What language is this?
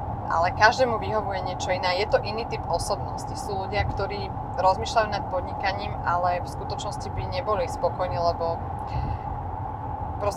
Slovak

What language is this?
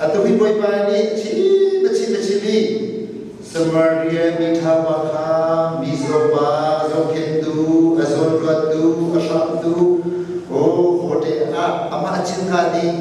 Hakha Chin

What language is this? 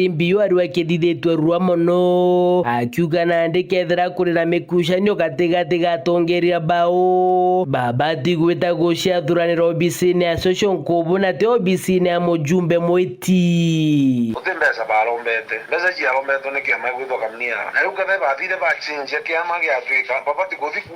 Meru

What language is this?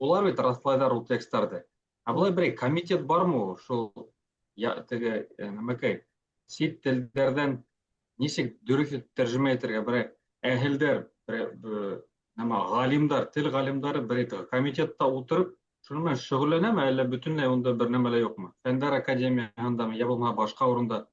Bashkir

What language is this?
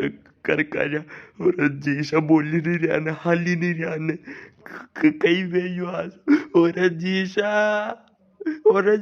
Rajasthani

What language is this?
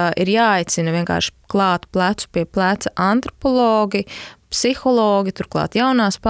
Latvian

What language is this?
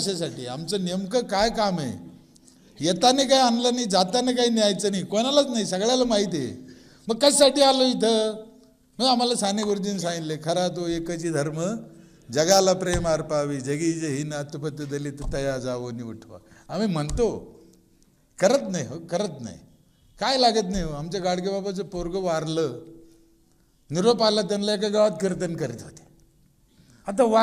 Marathi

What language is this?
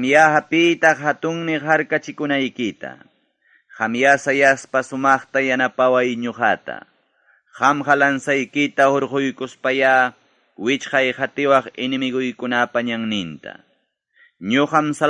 Ayacucho Quechua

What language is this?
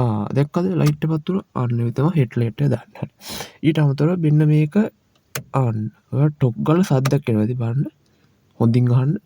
Sinhala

